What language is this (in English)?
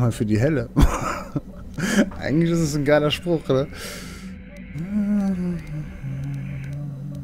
German